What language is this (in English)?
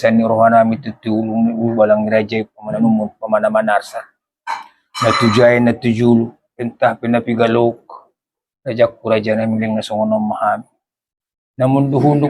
Batak Toba